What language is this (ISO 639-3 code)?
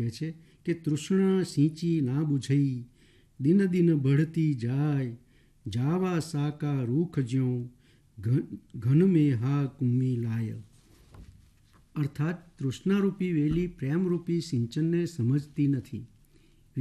guj